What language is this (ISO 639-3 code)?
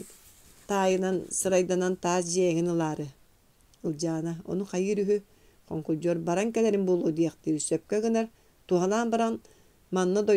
sah